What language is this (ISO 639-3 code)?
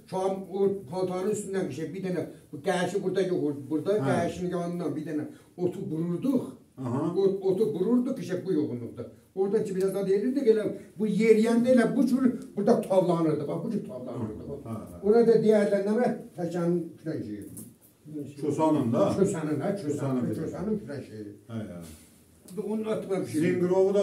azb